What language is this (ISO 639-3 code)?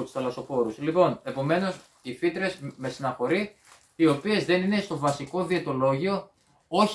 ell